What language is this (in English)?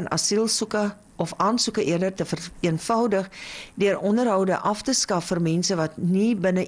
Afrikaans